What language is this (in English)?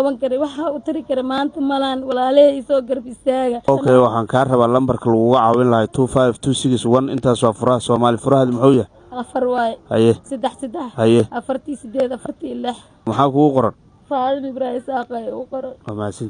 Somali